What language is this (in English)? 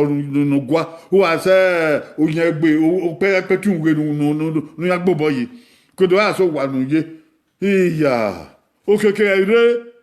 Bini